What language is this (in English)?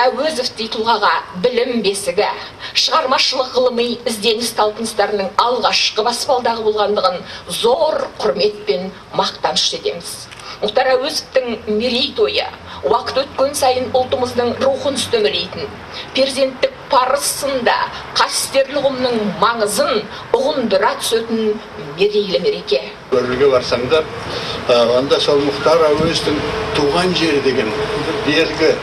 Kazakh